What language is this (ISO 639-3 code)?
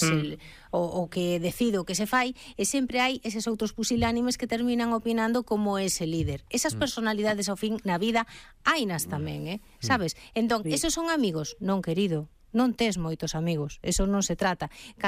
glg